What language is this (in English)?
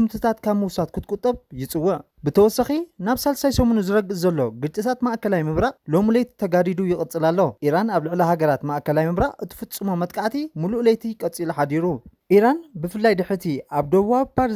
Tigrinya